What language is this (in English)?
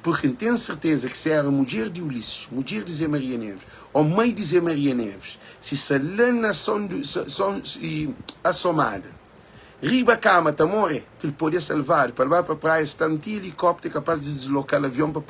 Kabuverdianu